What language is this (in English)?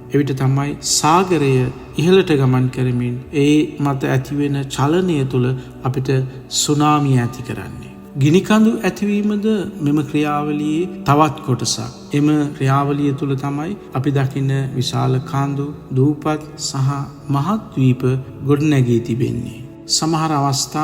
Sinhala